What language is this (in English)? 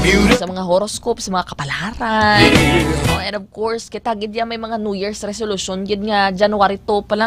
Hiligaynon